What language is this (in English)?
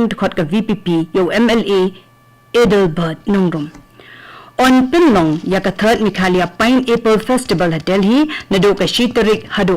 Khasi